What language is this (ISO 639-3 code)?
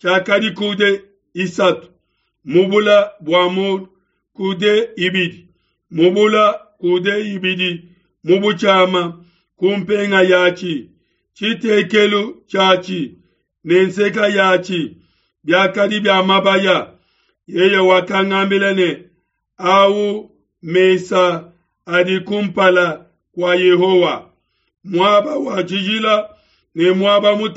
lua